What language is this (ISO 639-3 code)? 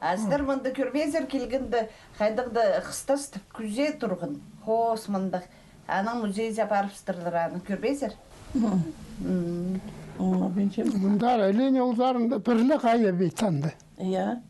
kjh